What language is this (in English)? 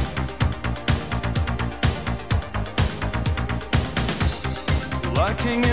Polish